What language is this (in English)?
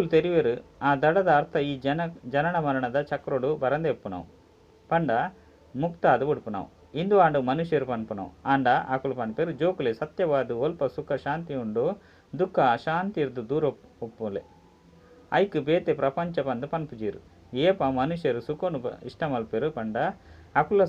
Tulu